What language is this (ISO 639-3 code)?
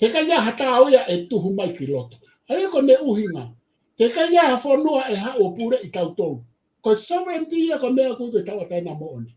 ton